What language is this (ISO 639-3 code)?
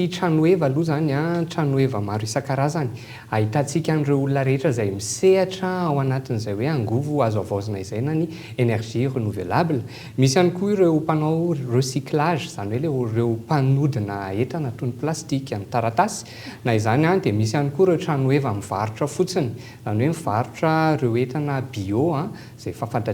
mlg